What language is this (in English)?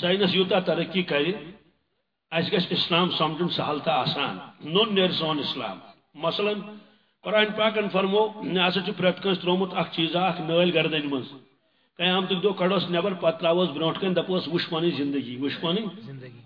Kashmiri